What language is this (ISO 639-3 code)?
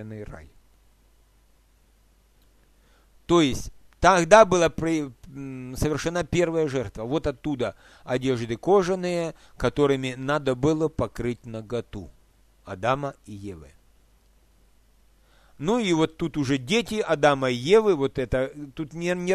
rus